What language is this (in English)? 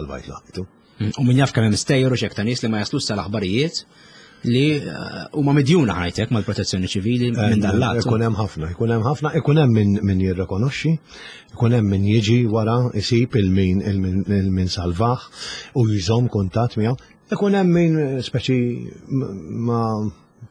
Maltese